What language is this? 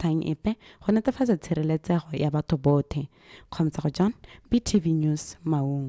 Tswana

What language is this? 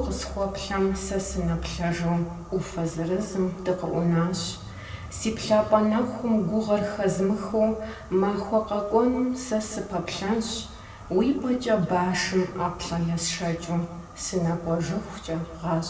Kabardian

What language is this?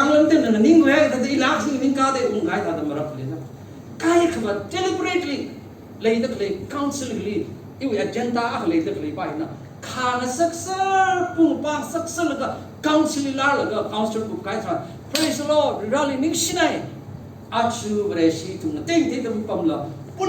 Tangkhul Naga (India)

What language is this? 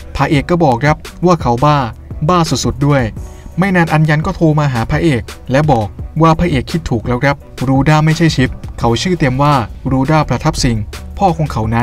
Thai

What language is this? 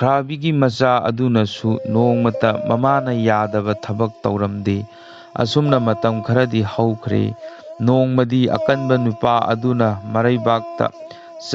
Manipuri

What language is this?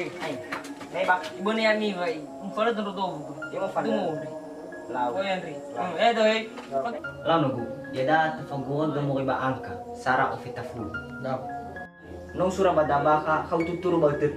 Nias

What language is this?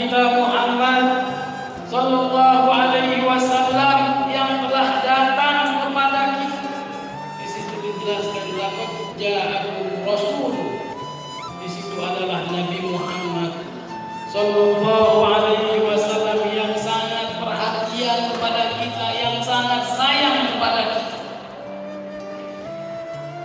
Indonesian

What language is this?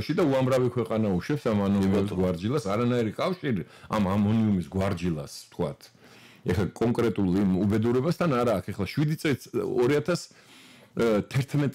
Georgian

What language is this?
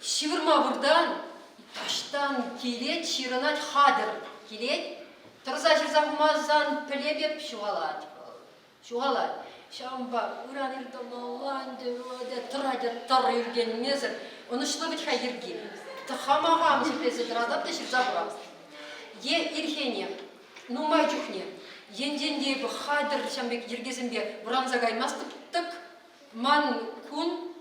Chuvash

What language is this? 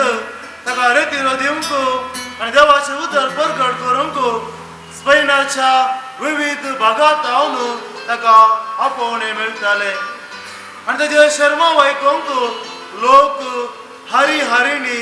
Konkani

